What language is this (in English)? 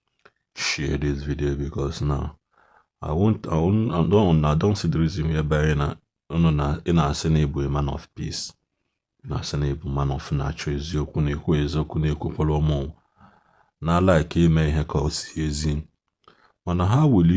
Igbo